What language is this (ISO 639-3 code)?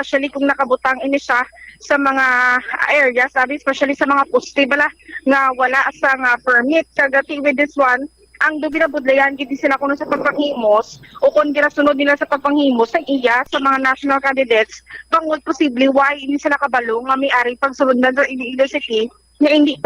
hil